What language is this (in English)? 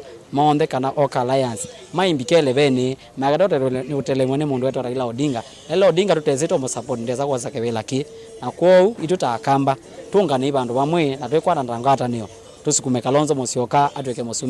Kamba